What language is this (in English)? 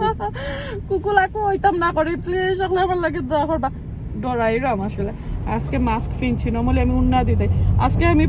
Sylheti